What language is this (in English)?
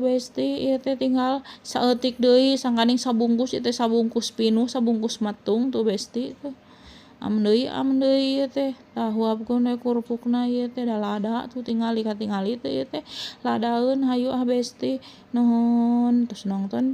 Sundanese